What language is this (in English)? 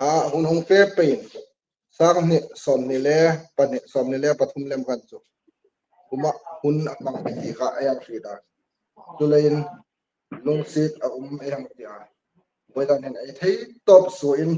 Hmar